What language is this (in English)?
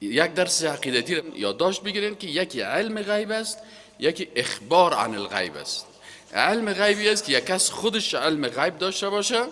Persian